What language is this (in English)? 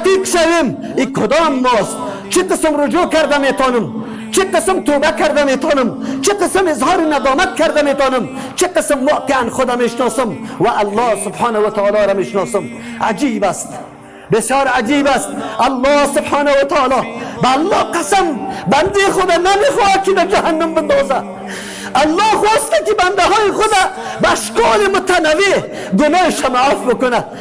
Persian